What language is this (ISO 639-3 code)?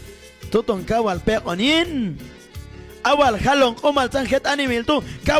kjb